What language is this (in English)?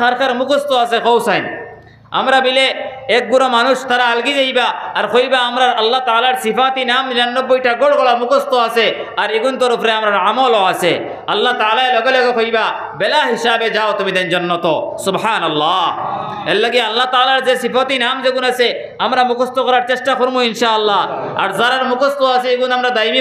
Sylheti